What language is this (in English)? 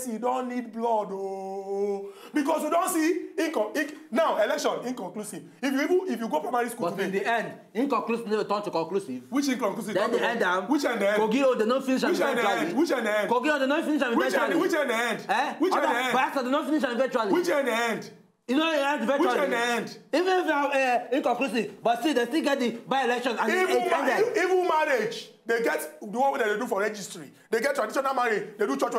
Nigerian Pidgin